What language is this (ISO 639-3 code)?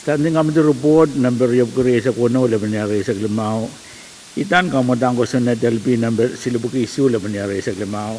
pon